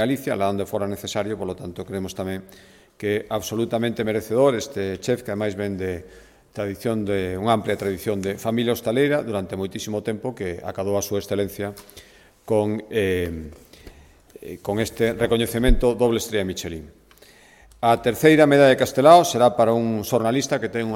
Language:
Galician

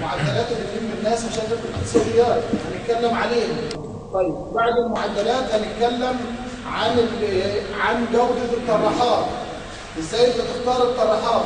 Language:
Egyptian Arabic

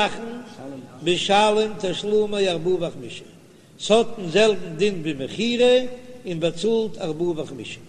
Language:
Yiddish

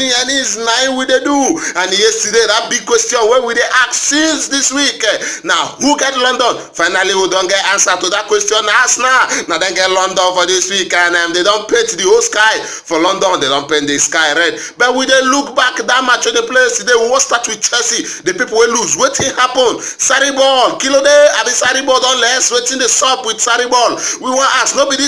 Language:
Nigerian Pidgin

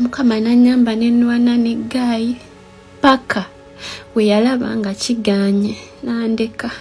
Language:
Ganda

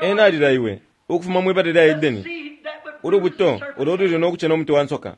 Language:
Bemba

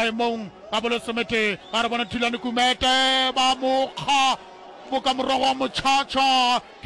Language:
Northern Sotho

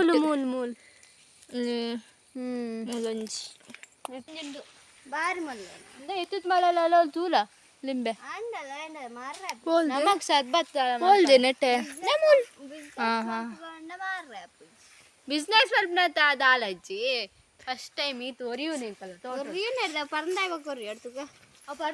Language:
Tulu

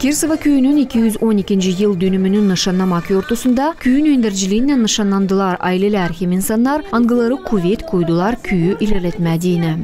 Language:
Gagauz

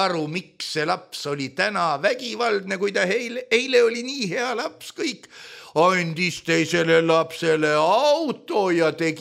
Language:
Estonian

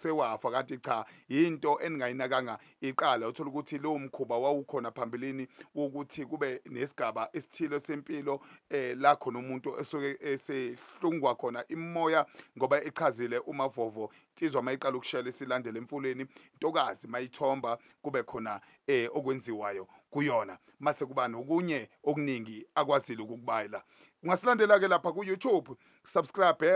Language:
Zulu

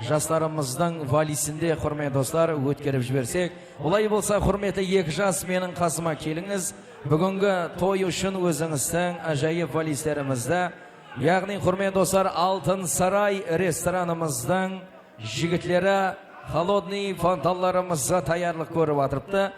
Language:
Kara-Kalpak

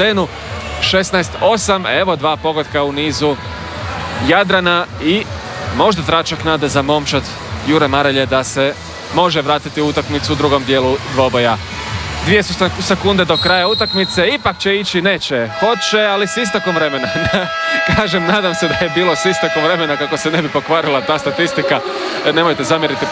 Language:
Croatian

